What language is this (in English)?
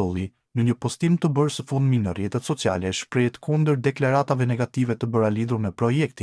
Albanian